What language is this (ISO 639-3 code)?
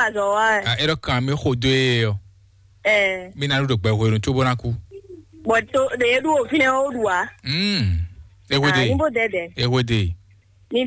fon